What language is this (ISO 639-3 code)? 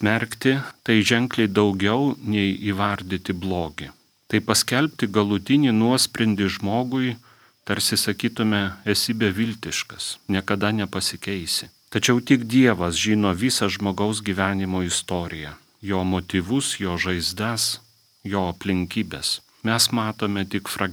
lit